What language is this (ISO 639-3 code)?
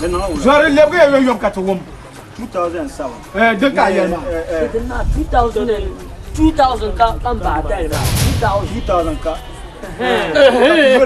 dag